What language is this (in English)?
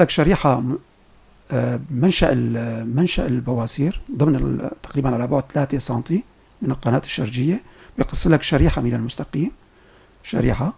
North Levantine Arabic